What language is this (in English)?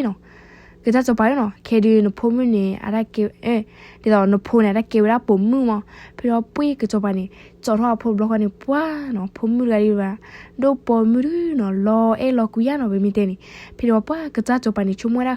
S'gaw Karen